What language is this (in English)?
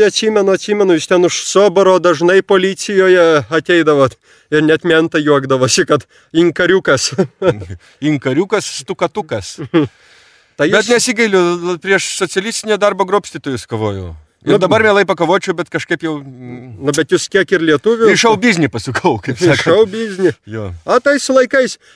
Lithuanian